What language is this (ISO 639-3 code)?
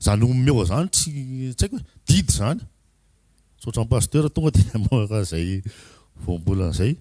mlg